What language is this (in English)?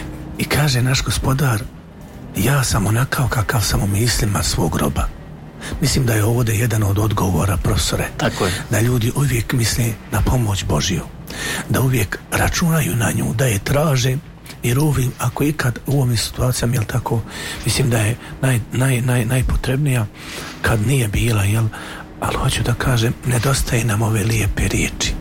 Bosnian